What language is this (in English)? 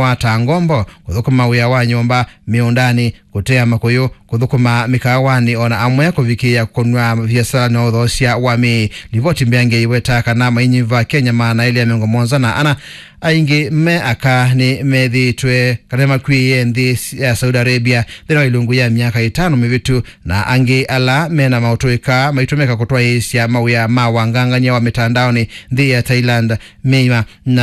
Kamba